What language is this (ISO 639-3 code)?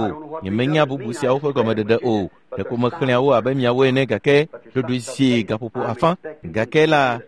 ewe